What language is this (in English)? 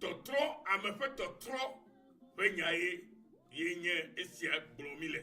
Ewe